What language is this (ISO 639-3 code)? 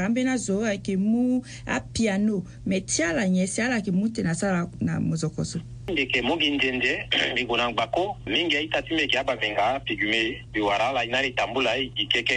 sag